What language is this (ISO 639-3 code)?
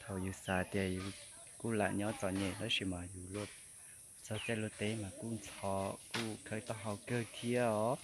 hmn